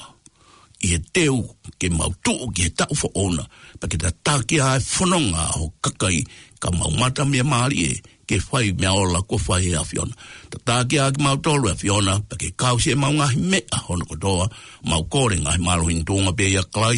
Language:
Tongan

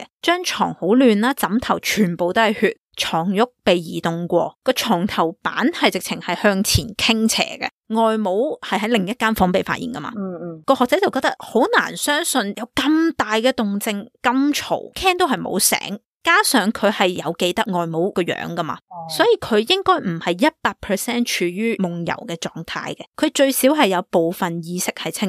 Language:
Cantonese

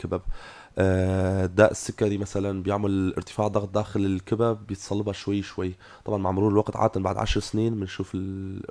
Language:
North Levantine Arabic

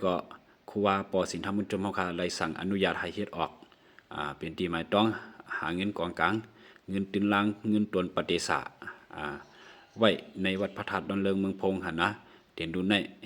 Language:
Lao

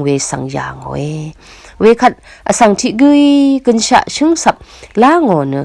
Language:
Rawang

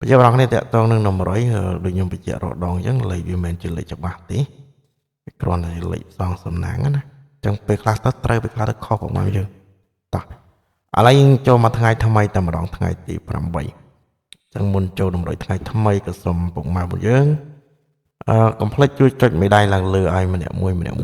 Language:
Khmer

